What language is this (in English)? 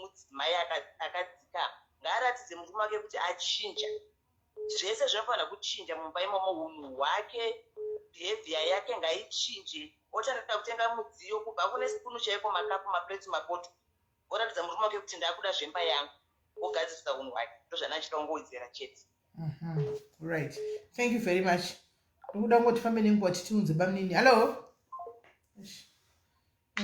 Shona